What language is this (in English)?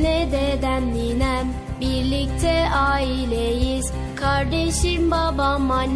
Turkish